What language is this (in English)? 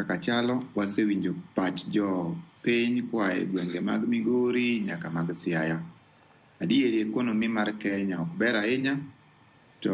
Luo (Kenya and Tanzania)